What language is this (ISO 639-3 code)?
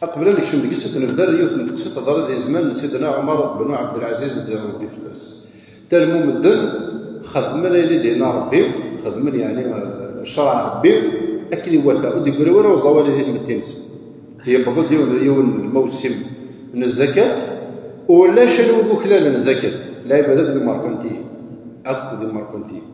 kab